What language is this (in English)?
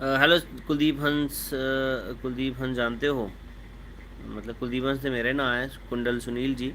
Dogri